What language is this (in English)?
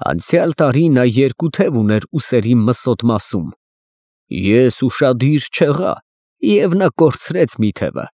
Armenian